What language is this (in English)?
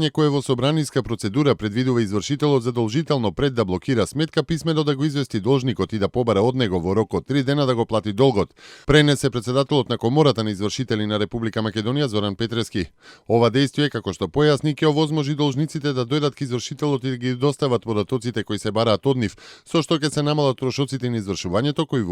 Macedonian